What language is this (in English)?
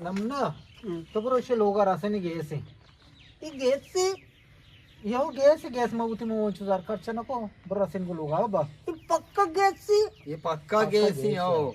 Eastern Balochi